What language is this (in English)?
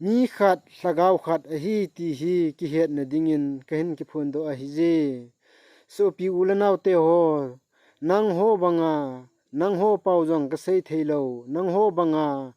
Thado Chin